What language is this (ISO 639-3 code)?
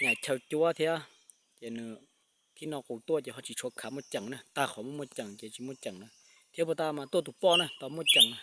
hmn